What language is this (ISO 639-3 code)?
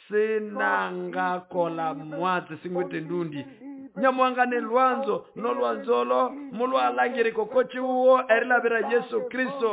nnb